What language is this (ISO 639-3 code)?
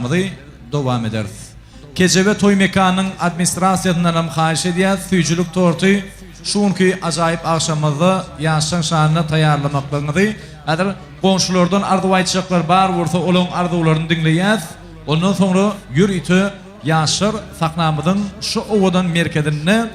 tuk